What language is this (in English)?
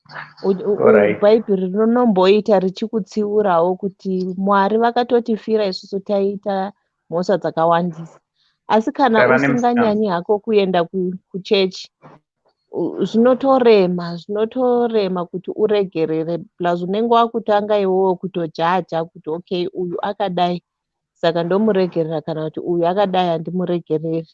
Shona